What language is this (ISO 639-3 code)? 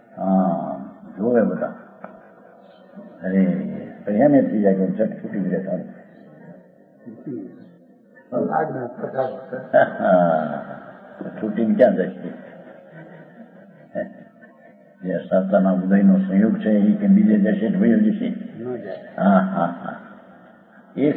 guj